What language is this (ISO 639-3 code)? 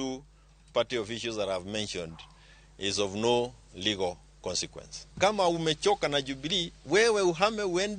luo